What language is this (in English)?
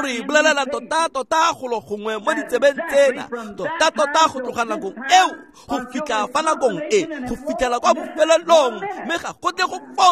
Tswana